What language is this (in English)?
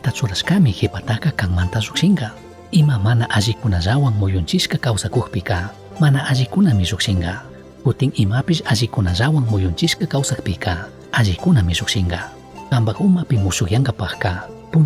Chimborazo Highland Quichua